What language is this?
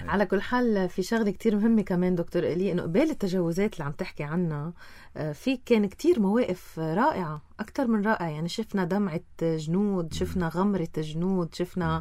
North Levantine Arabic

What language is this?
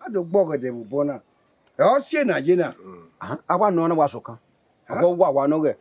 Bini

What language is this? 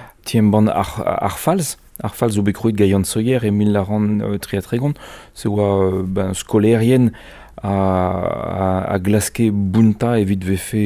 Breton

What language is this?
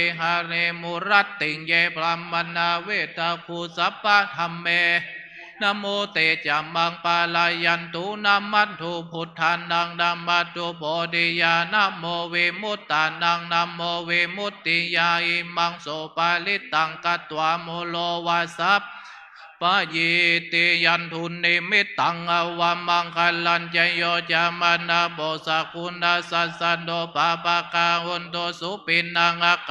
Pali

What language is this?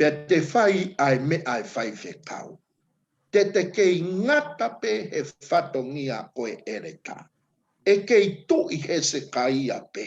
Tongan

